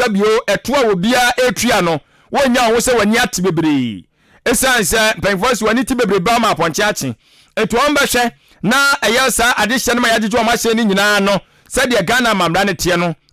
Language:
Akan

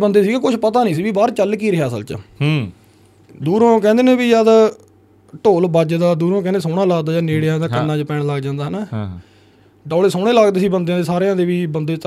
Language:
Punjabi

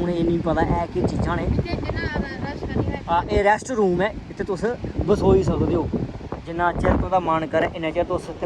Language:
Dogri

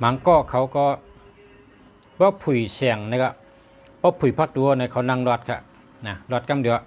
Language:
Shan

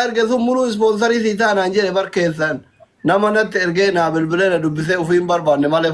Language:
Oromo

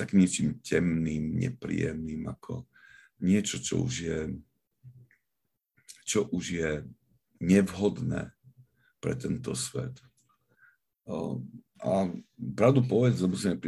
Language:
Slovak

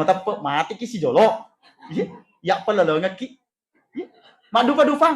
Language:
Buginese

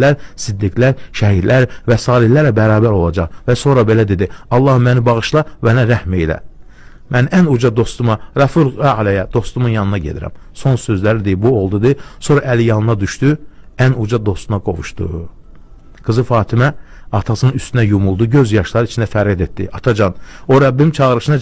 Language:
Azerbaijani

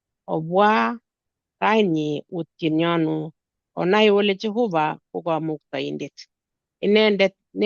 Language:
Kalenjin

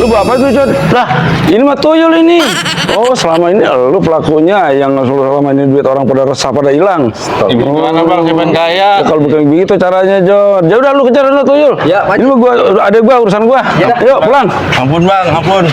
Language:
Betawi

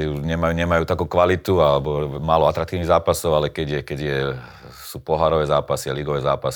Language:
Slovak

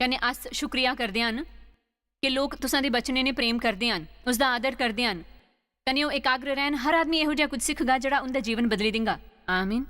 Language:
Dogri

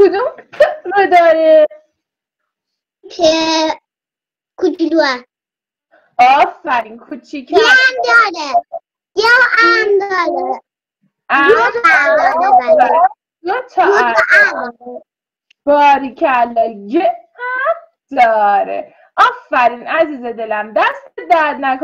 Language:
Persian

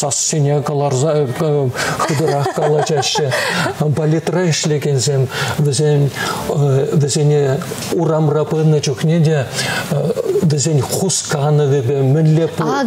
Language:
Chuvash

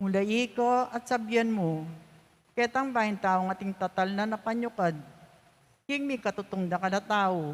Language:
Pampanga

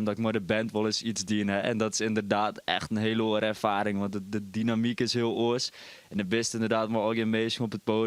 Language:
Western Frisian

